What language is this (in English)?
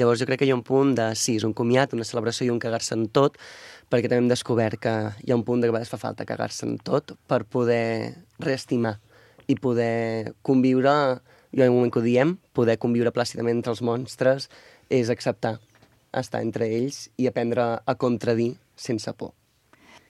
Catalan